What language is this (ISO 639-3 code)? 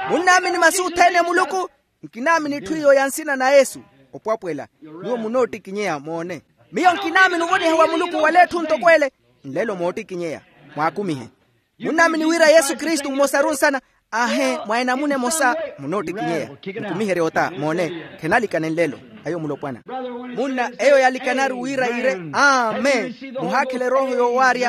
vmw